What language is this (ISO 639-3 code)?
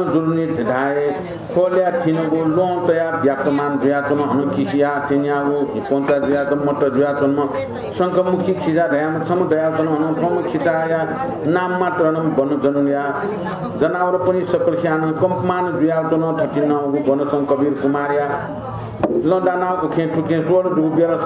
new